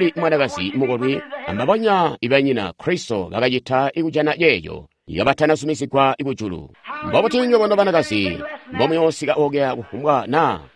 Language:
Tonga (Zambia)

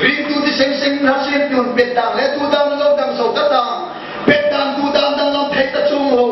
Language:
Hmar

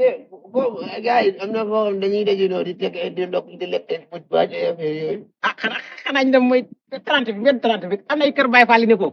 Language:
Wolof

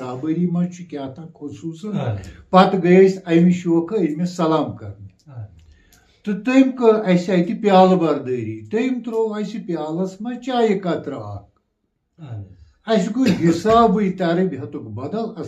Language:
Kashmiri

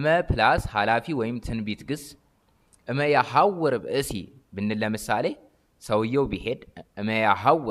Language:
Amharic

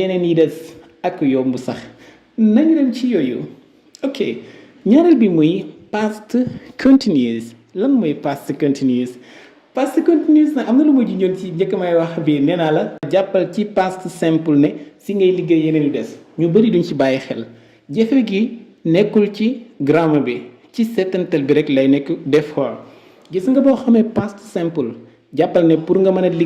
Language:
Wolof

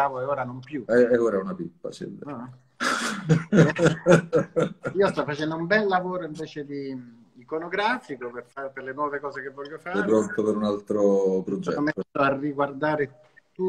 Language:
Italian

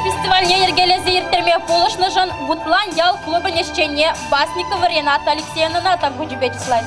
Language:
Chuvash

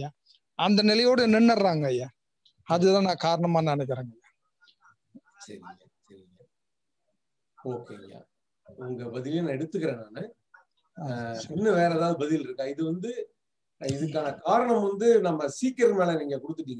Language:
Tamil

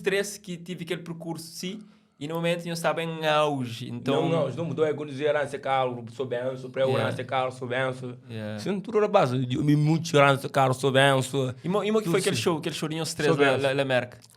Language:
Kabuverdianu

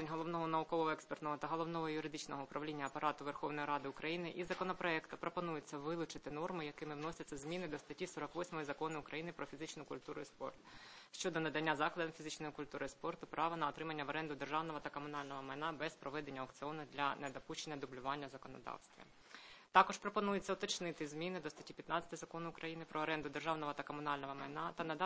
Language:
Ukrainian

